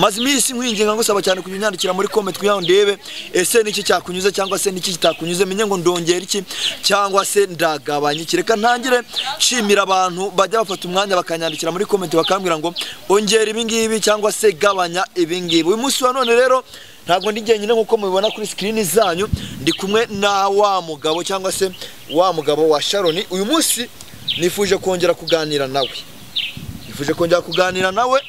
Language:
Kinyarwanda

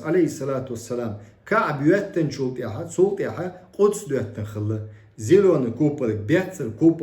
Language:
Chechen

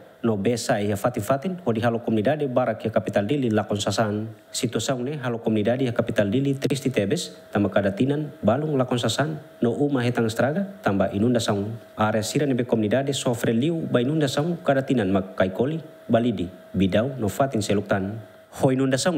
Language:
Tetum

